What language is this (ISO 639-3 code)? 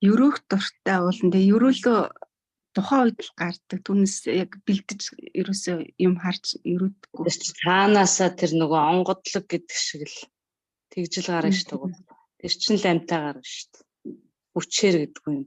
mon